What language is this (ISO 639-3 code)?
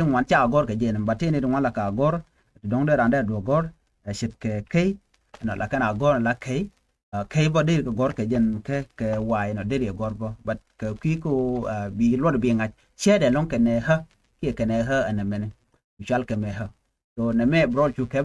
nus